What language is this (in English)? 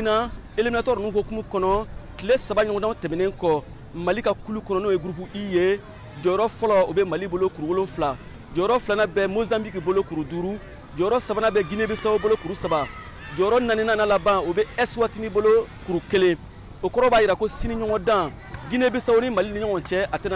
Bambara